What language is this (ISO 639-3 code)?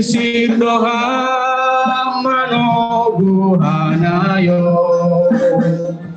bts